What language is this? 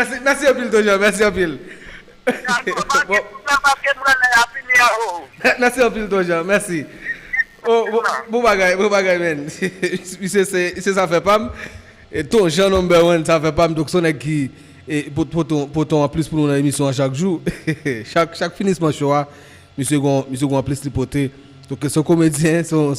Haitian Creole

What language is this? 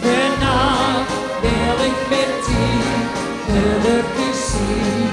Limburgish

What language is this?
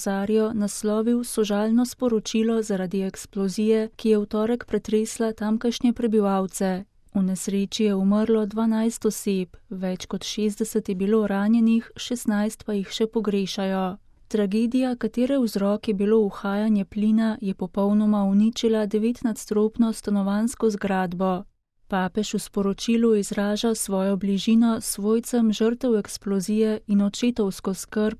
Slovenian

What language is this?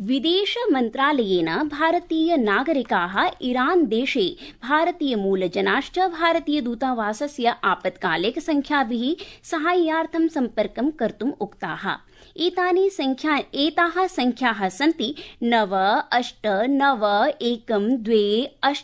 Sanskrit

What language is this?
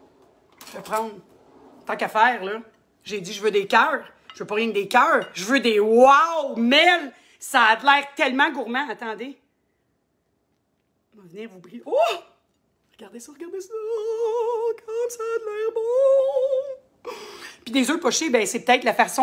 French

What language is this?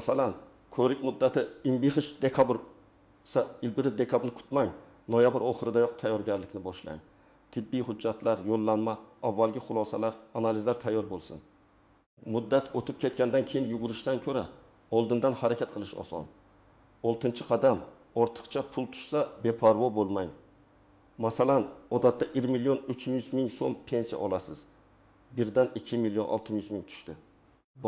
Uzbek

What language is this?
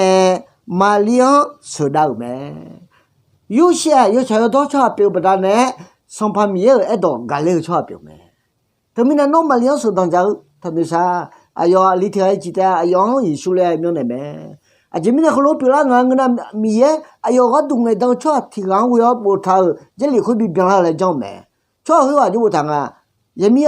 Akha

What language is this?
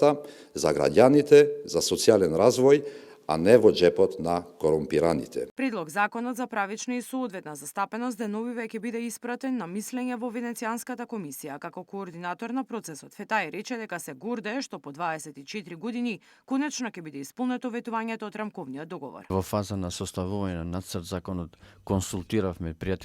Macedonian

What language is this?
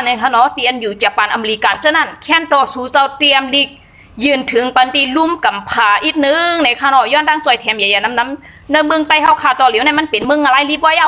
Shan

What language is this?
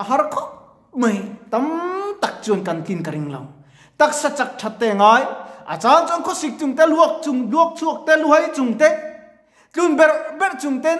Mizo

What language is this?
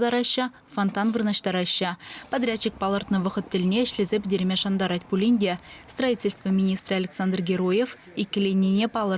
Chuvash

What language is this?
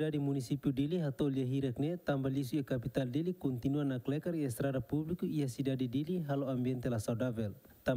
Tetum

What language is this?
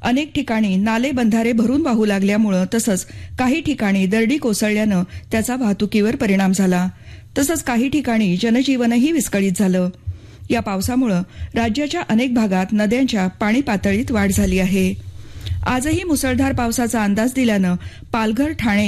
Marathi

